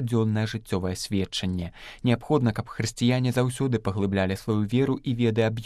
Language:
Belarusian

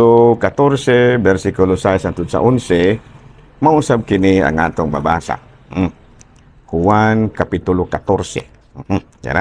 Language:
Cebuano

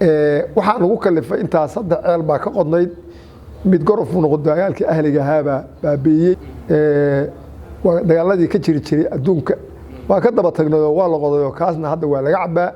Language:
Somali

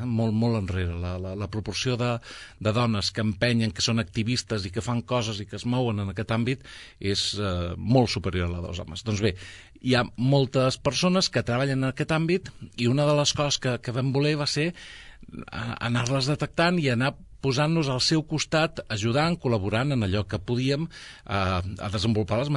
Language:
Catalan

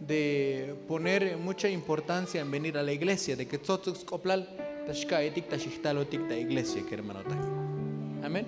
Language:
Tzotzil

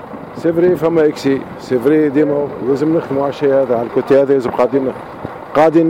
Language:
Tunisian Arabic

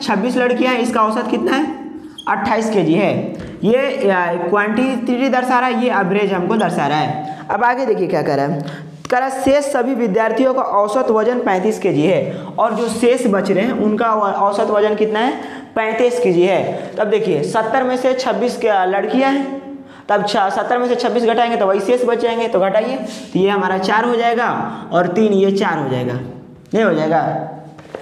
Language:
Hindi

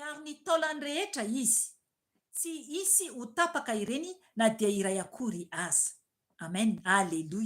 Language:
Malagasy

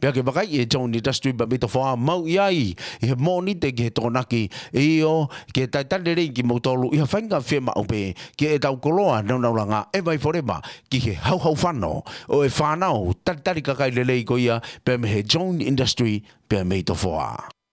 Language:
Tongan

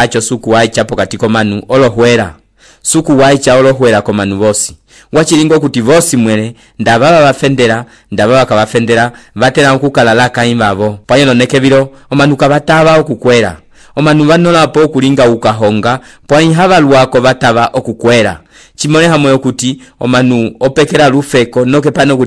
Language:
Umbundu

